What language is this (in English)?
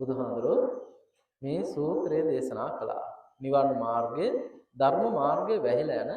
Sinhala